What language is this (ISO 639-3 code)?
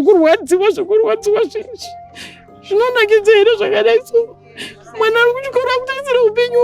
sna